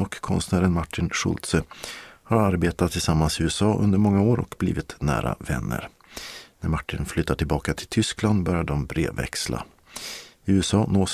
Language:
Swedish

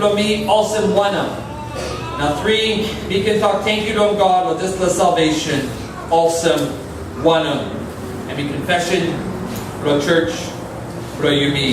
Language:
Tok Pisin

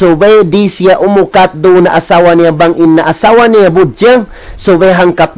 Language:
Tausug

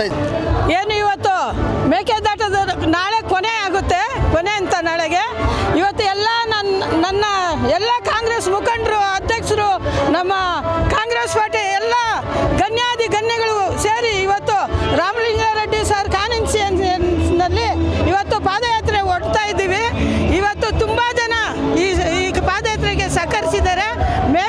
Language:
Kannada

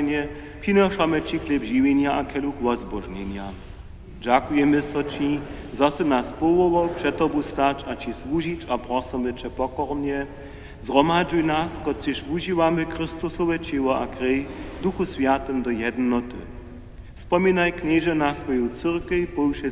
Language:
Upper Sorbian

